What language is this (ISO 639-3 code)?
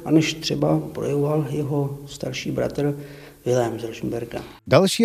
ces